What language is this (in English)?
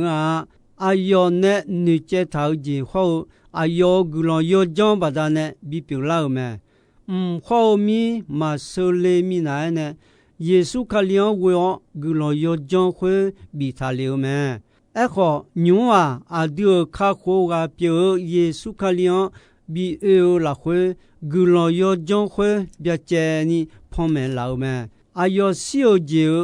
Akha